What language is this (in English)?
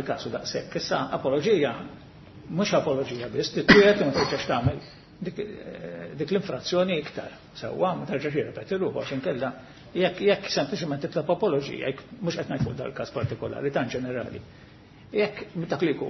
Maltese